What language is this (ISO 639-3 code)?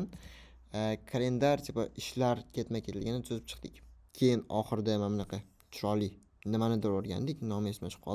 uzb